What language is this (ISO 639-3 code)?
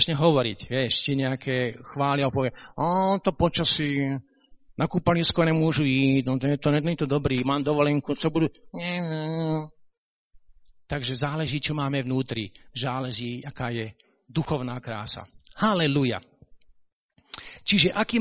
slk